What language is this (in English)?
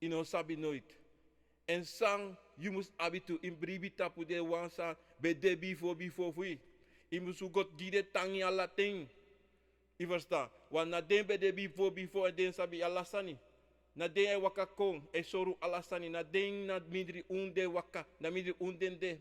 Sranan Tongo